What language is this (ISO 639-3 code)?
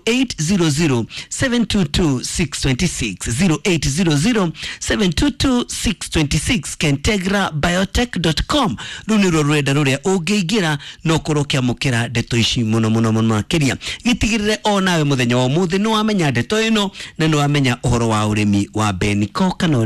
kik